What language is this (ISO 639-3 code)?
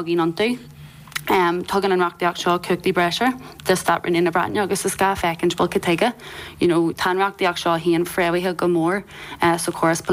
gle